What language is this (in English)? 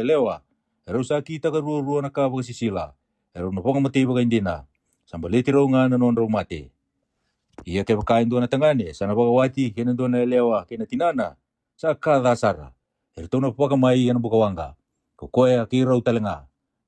Fijian